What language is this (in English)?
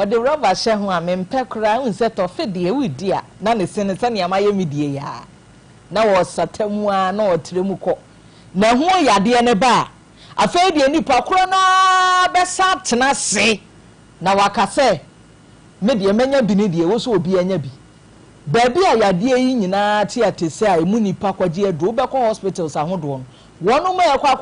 Akan